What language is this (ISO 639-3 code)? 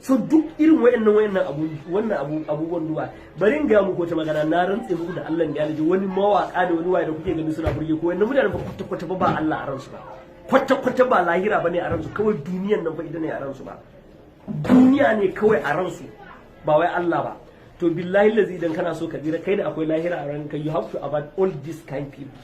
hau